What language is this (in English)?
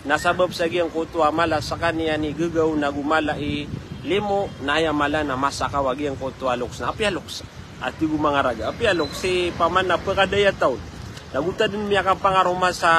Maranao